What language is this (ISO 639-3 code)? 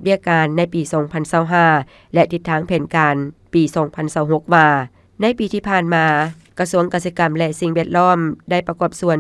lao